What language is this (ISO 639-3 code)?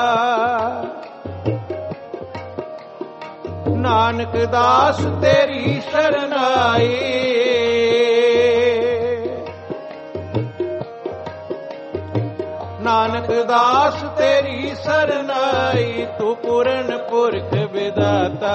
pan